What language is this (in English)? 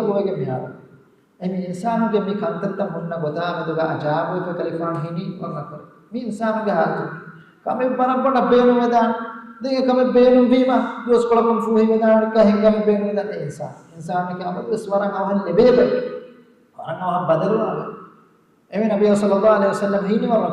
Divehi